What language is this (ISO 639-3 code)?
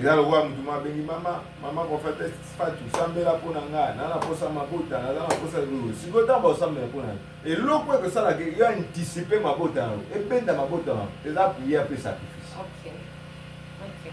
lin